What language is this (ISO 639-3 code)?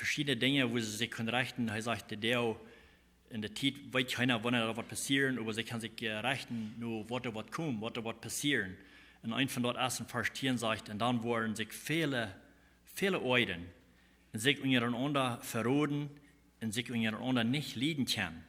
pdt